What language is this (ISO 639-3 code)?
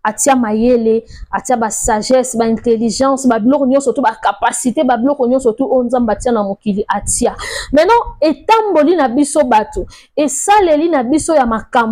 lin